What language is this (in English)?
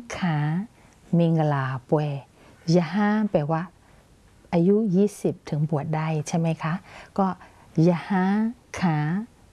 Thai